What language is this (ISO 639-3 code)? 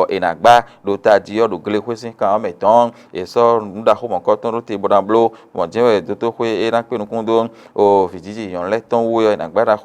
fon